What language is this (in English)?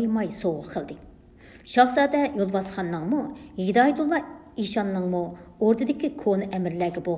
Uyghur